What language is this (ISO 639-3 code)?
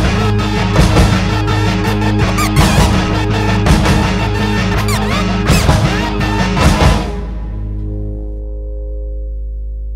spa